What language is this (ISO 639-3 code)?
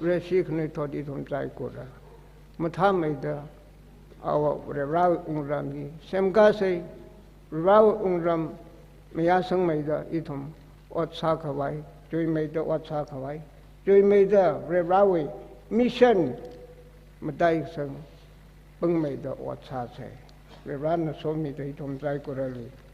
nmf